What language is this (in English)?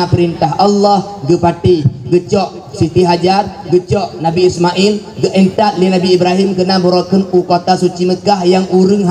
Achinese